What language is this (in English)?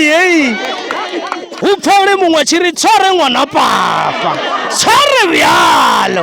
Venda